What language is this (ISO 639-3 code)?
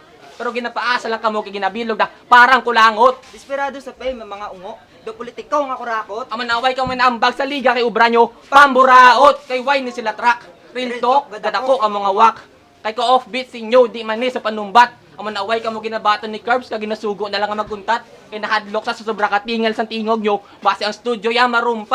hil